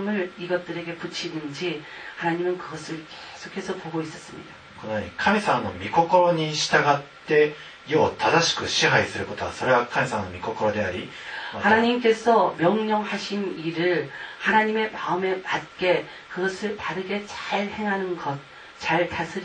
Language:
Korean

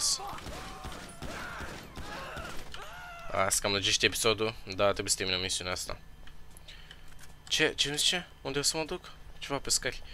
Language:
Romanian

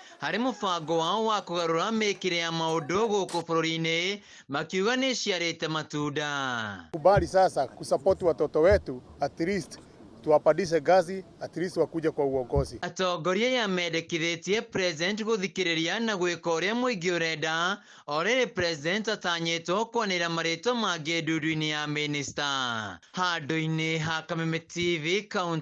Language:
Kikuyu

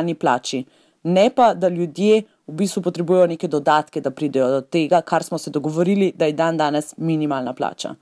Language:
Slovenian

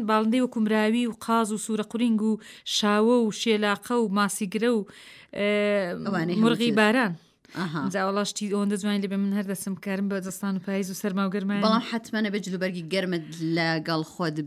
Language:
Central Kurdish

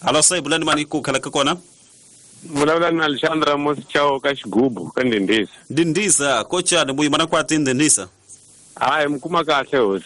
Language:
Tsonga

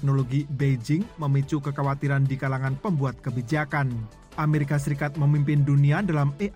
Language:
Indonesian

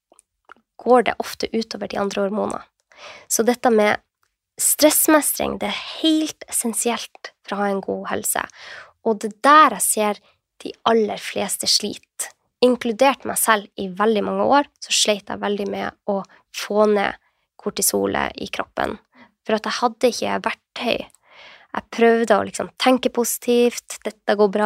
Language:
Norwegian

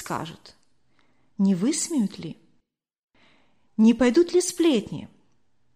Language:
Russian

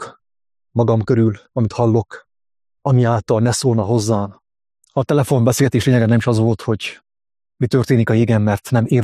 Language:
Hungarian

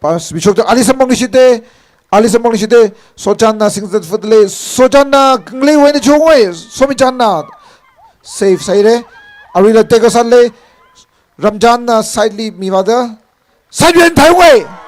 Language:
Tangkhul Naga (India)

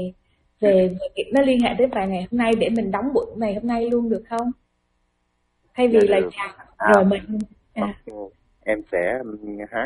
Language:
Vietnamese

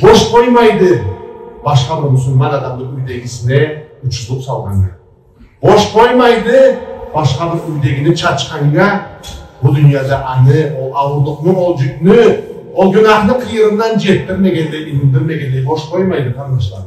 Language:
Karachay-Balkar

